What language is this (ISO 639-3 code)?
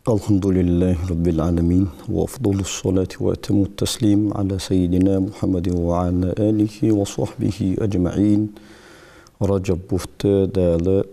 inh